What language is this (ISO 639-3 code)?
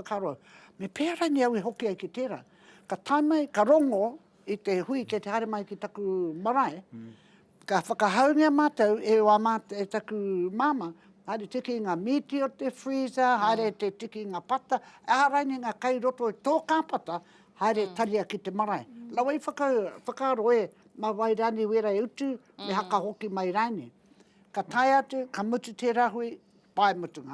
mri